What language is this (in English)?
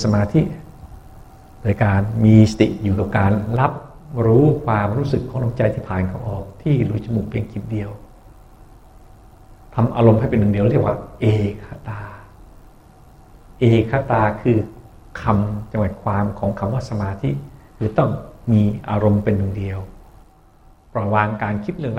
Thai